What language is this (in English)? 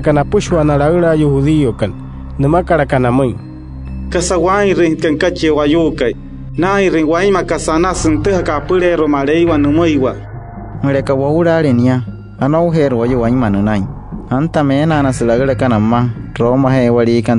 Wayuu